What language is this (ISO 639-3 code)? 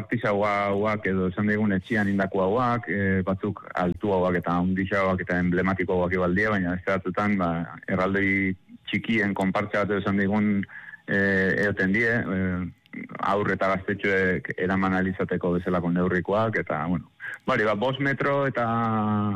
eus